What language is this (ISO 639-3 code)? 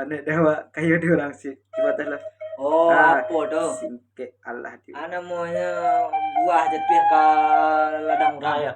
min